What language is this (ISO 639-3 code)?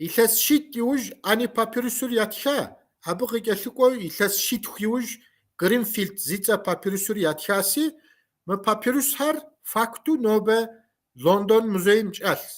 kbd